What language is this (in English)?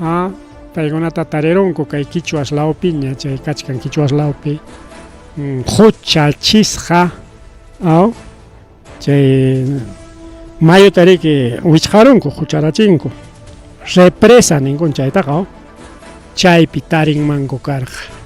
Ayacucho Quechua